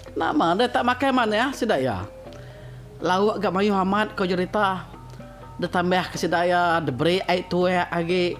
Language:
Iban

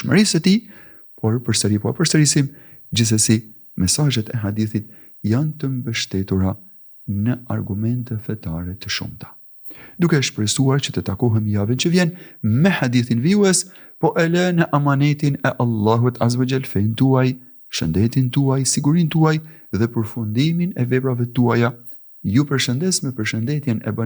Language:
Albanian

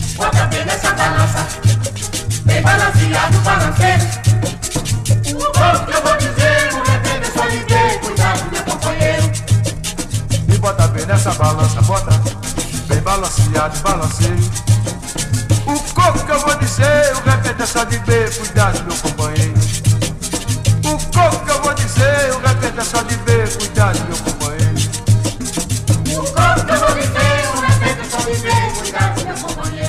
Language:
Portuguese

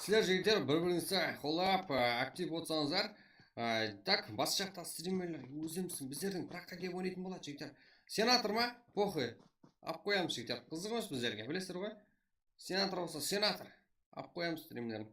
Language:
Kara-Kalpak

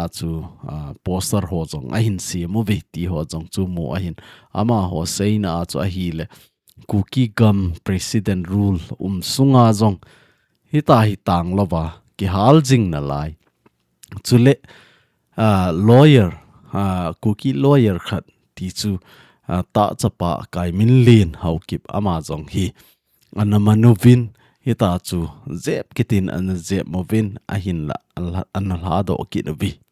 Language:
Thado Chin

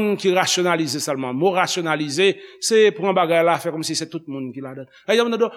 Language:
Haitian Creole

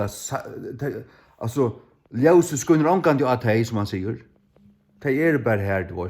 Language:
Faroese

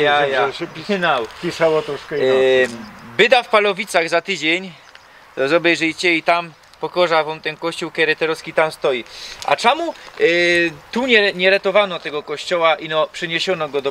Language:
Silesian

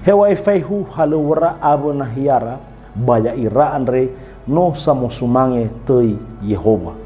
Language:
Nias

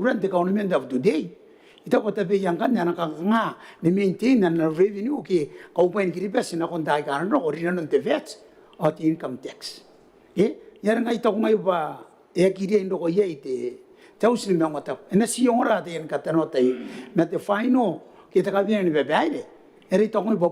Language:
Gilbertese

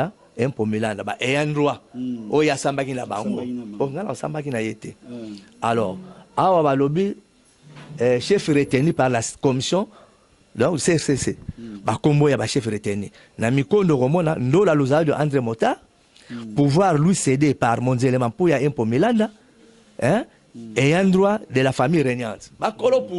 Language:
Lingala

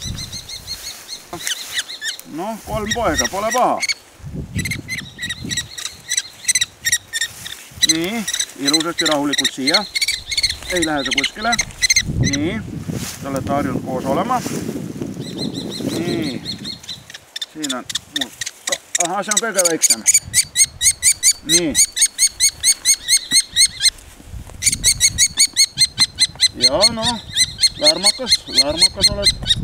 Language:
Estonian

